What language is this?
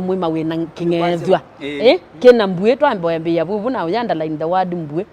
Kamba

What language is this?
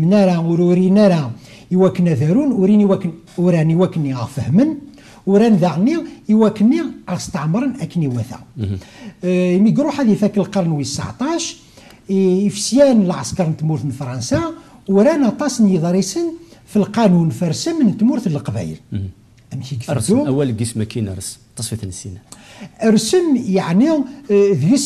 Kabyle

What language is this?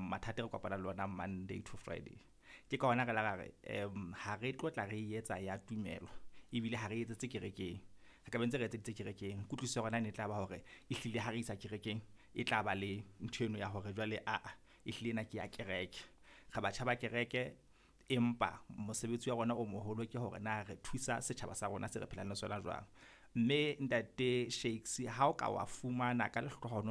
Southern Sotho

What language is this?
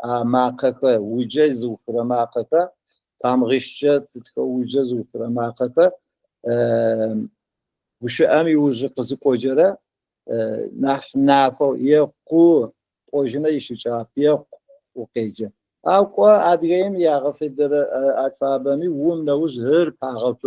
Adyghe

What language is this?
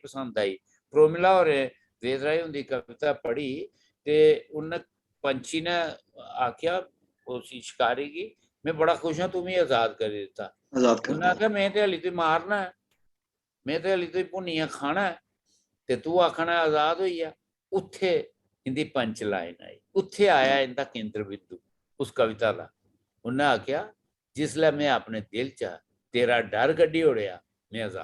Dogri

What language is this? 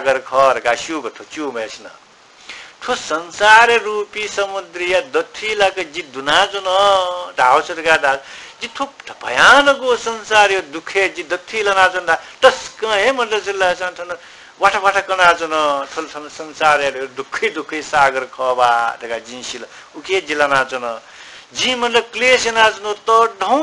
Newari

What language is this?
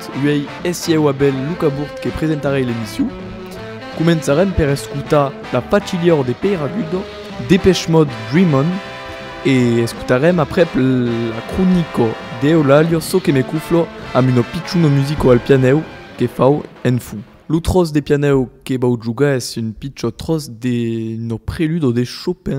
Occitan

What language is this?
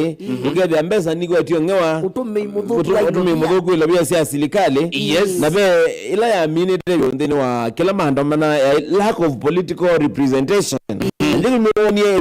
Kamba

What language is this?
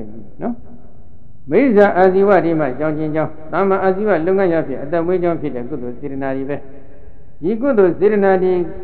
Burmese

